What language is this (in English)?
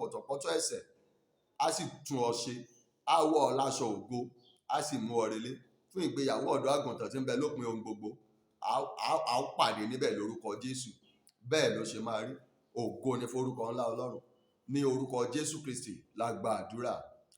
Yoruba